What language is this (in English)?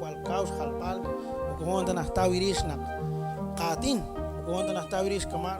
Kekchí